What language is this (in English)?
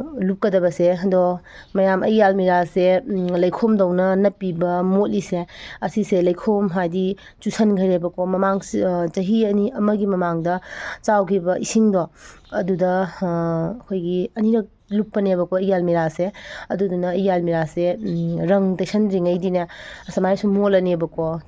Manipuri